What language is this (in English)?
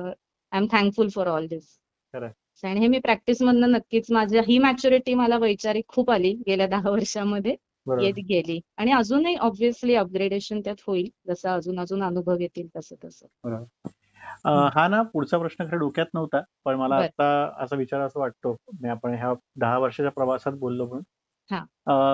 Marathi